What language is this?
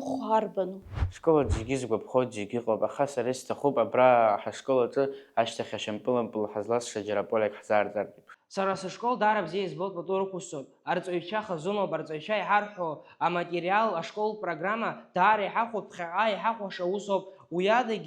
Abkhazian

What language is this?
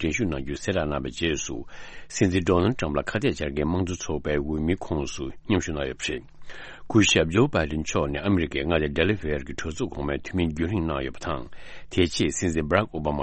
Tibetan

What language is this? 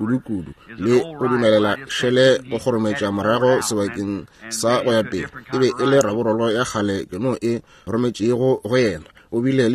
Northern Sotho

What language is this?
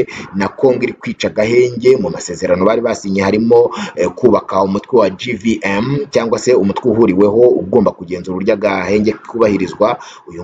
Kinyarwanda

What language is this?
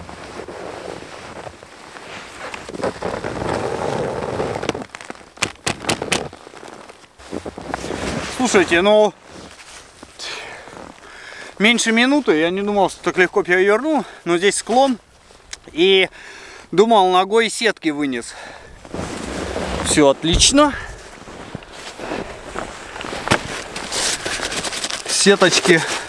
Russian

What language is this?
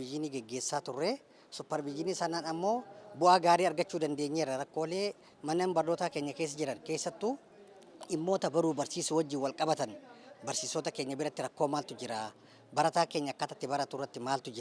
Oromo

